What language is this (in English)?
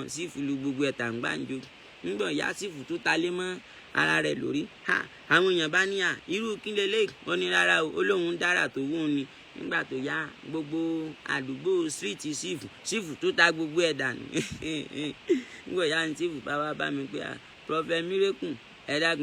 Yoruba